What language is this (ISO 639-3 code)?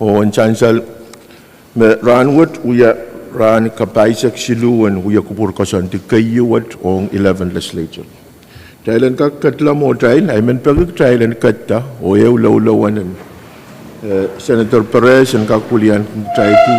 pon